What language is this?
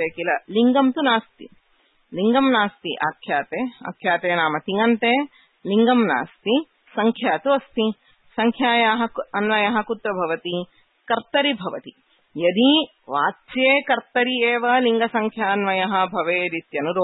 Sanskrit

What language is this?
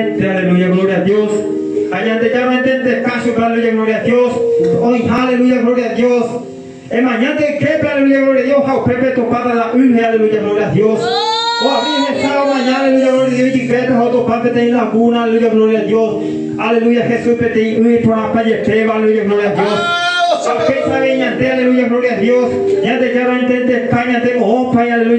Guarani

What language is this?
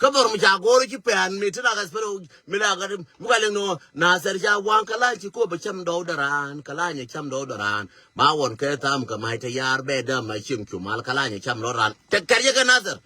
Nuer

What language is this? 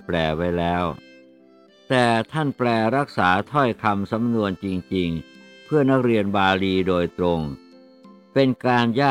Thai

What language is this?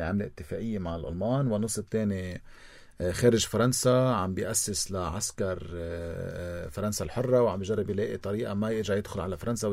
North Levantine Arabic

